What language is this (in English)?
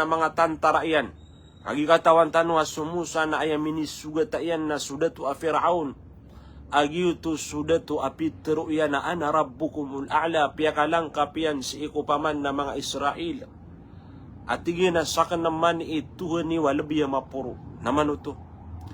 Maranao